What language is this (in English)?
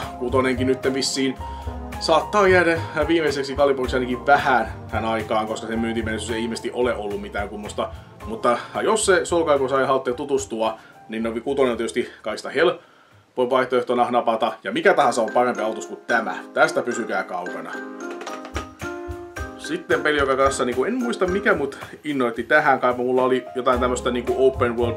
Finnish